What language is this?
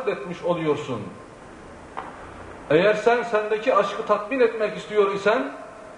Turkish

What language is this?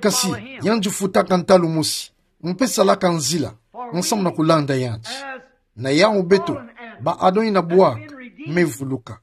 Kituba (Democratic Republic of Congo)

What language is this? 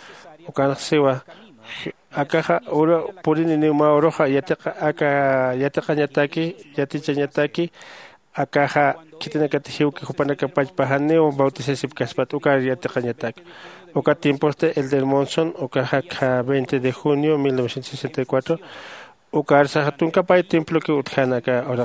Aymara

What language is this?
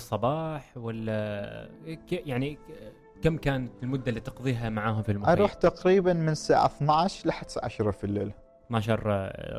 Gulf Arabic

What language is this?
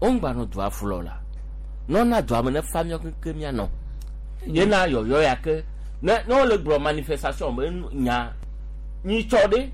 Gen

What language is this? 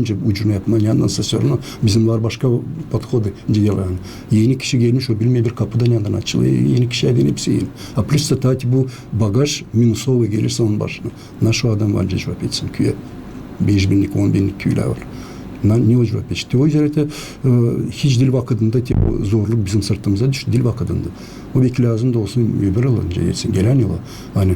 Gagauz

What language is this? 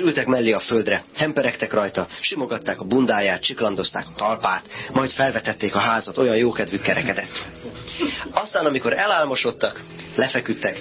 Hungarian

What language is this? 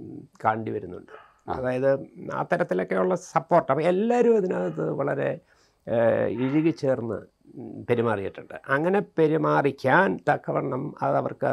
Malayalam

